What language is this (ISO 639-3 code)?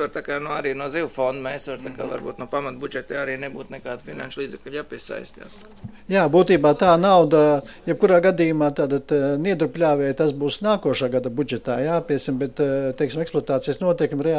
lav